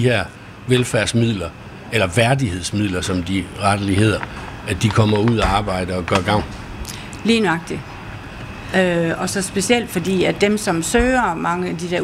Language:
Danish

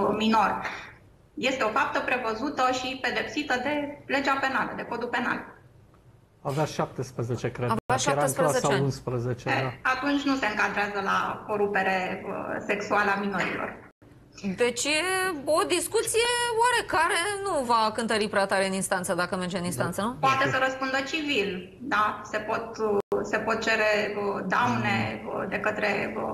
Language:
Romanian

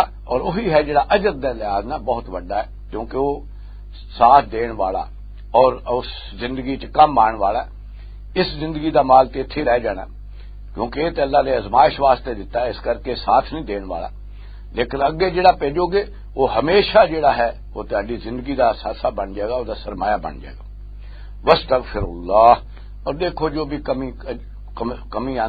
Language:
Western Panjabi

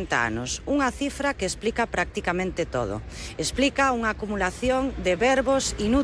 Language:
Galician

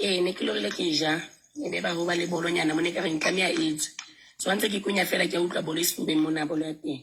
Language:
Southern Sotho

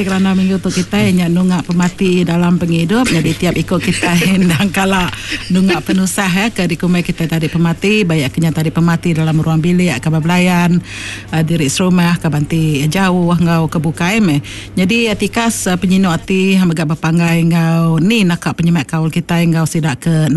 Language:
Iban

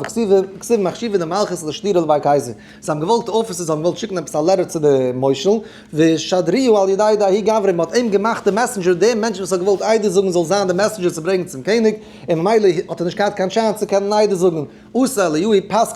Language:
Yiddish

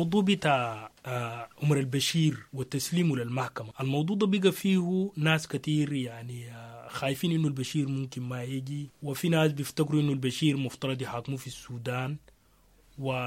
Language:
Sudanese Arabic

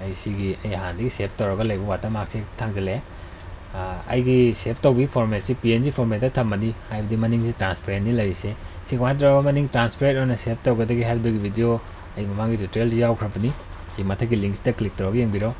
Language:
Manipuri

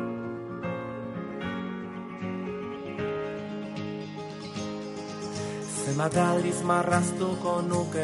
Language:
Basque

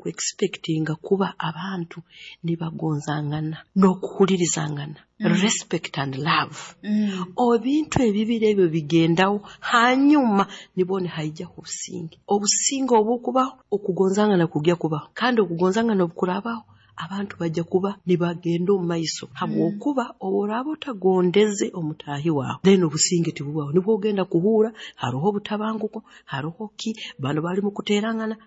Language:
Nyoro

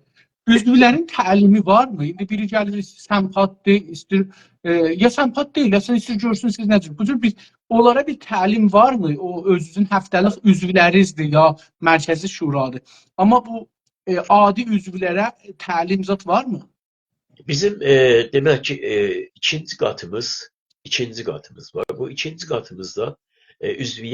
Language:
South Azerbaijani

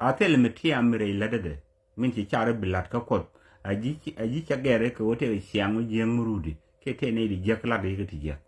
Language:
Nuer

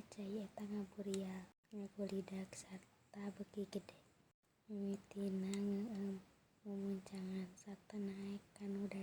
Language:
Sundanese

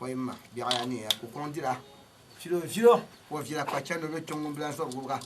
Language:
Dagbani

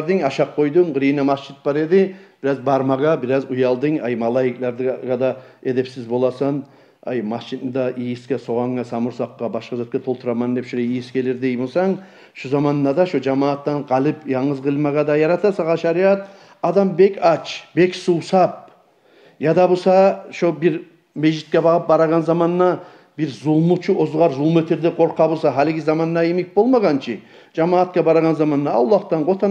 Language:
Kumyk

